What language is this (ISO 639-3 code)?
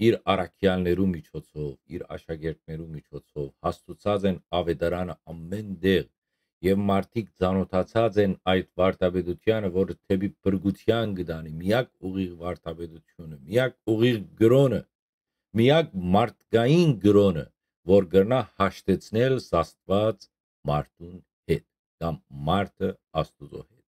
hyw